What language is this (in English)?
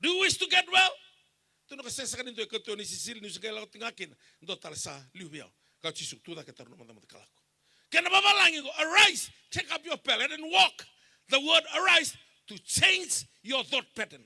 Fijian